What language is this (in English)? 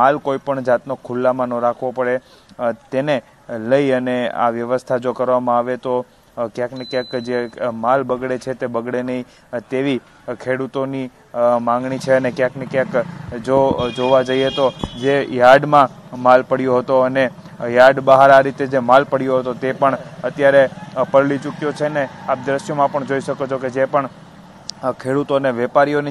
Gujarati